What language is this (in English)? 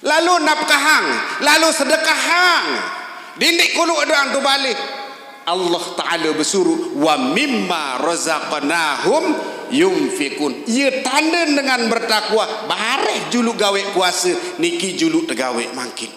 Sasak